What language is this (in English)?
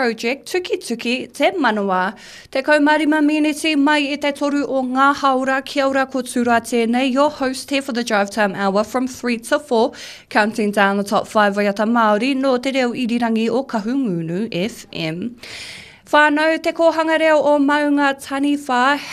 Māori